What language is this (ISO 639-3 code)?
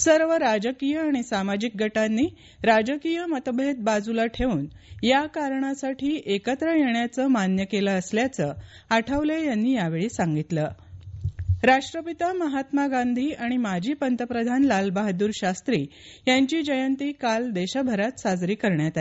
mar